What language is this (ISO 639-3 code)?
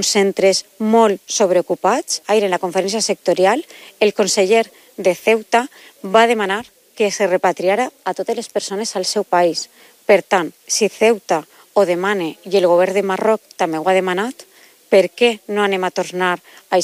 cat